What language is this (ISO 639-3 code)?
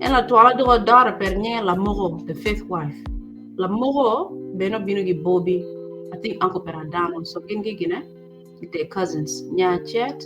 ach